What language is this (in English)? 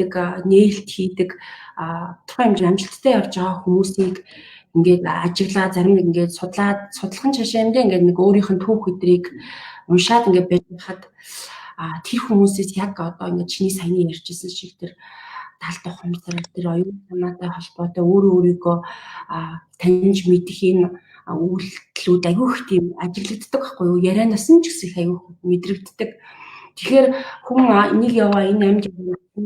Mongolian